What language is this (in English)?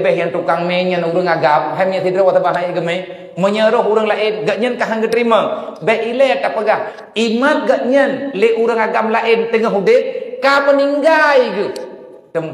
Achinese